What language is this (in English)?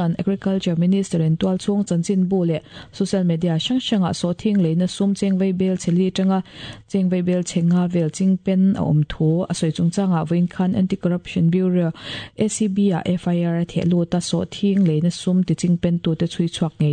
Mizo